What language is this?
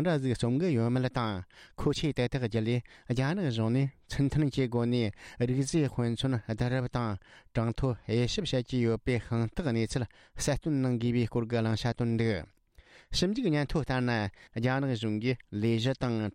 Tibetan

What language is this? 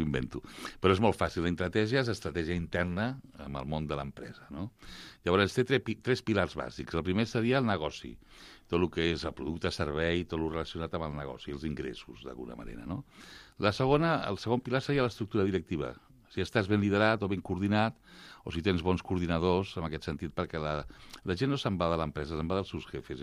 Catalan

